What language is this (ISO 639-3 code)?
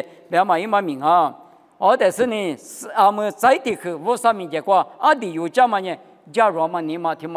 lis